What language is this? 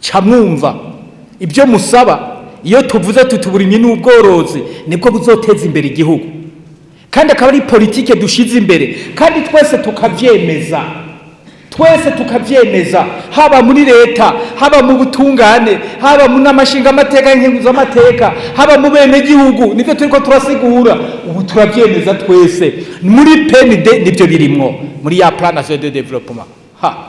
Rundi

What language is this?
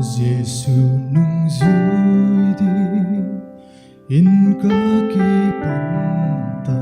Paite Chin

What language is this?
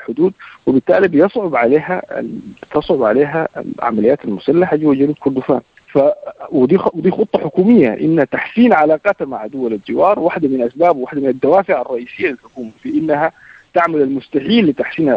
Sudanese Arabic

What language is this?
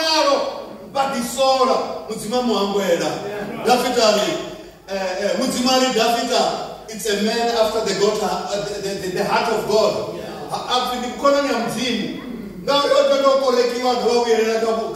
Venda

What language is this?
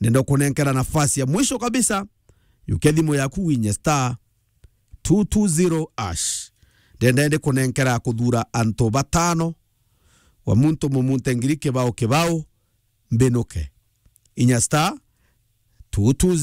Meru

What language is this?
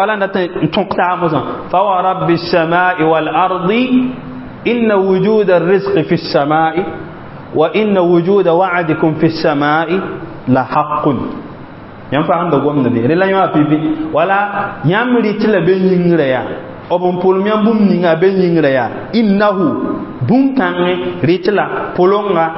Mossi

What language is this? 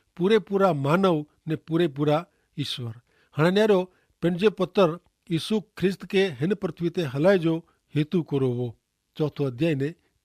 Kachhi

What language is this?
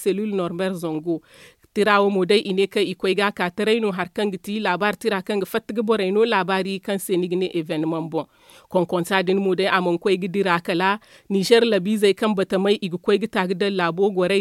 Zarma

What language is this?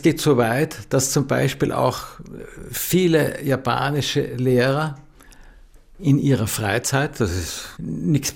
German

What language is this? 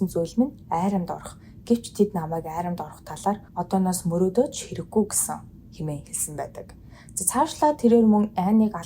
Mongolian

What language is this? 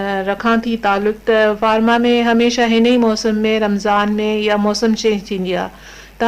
Sindhi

